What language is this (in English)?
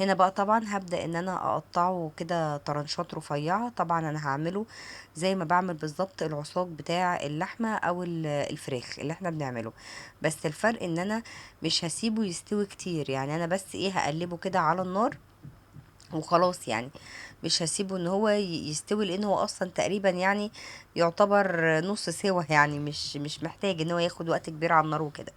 Egyptian Arabic